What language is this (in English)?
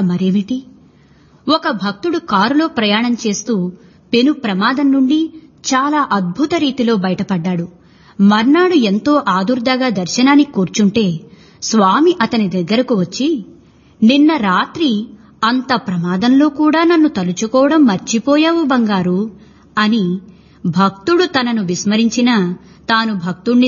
Telugu